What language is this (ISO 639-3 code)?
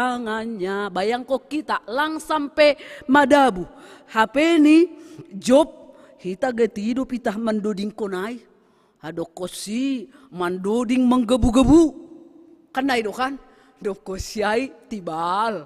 bts